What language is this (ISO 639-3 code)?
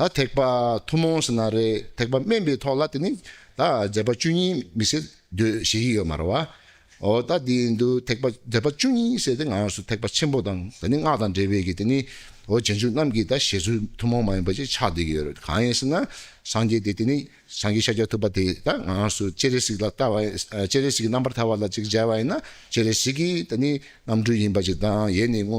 bod